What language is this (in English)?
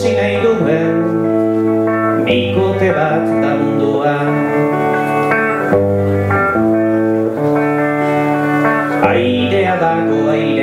Basque